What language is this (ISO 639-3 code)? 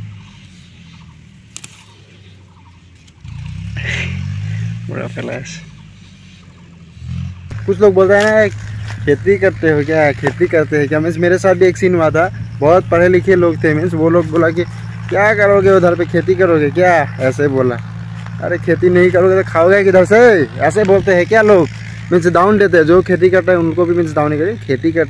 hin